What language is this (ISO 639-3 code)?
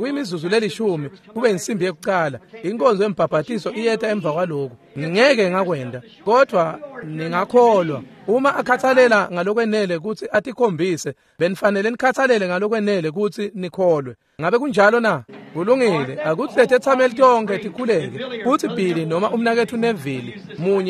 ssw